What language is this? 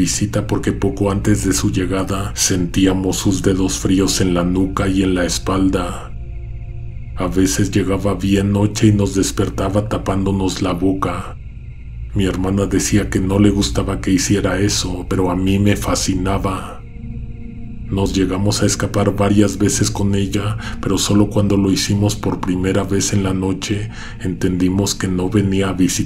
Spanish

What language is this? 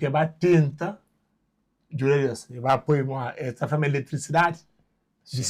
Kabuverdianu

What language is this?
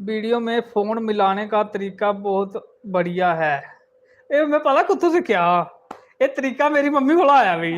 Dogri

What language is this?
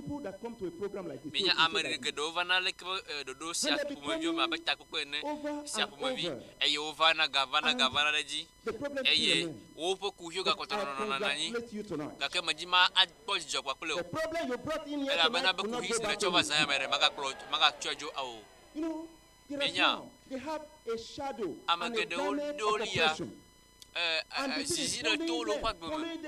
Ewe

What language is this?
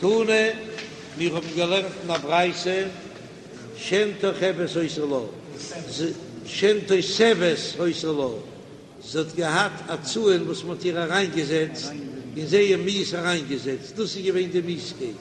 Yiddish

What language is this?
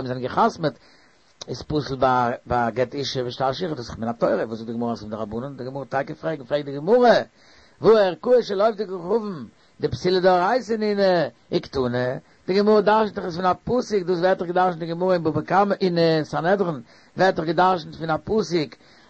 Yiddish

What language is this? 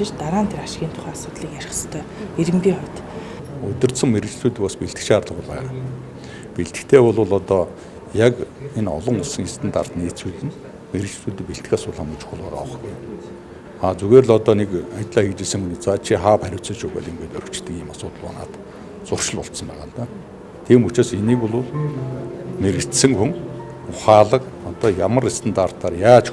Mongolian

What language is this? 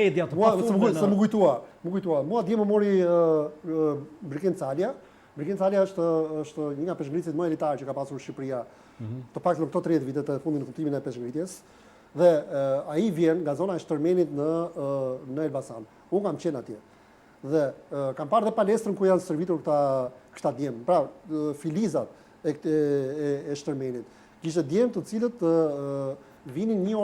Albanian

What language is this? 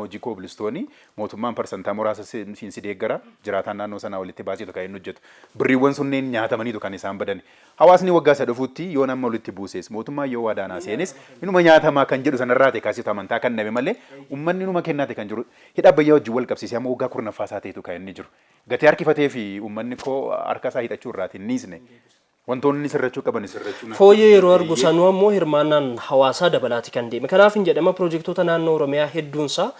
Oromo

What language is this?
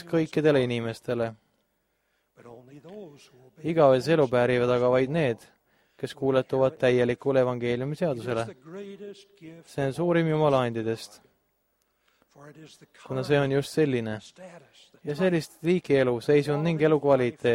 Estonian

